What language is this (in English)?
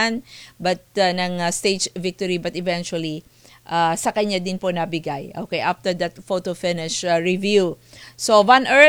Filipino